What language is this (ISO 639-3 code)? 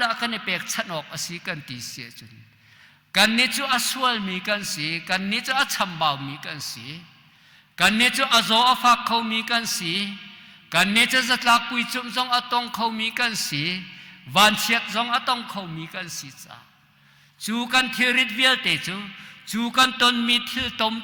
cnh